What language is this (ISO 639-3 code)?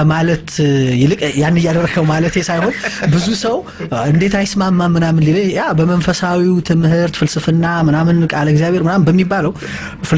amh